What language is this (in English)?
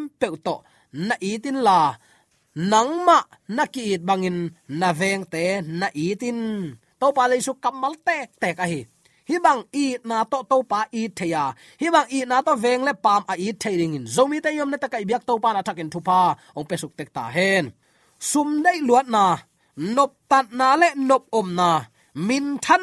Tedim Chin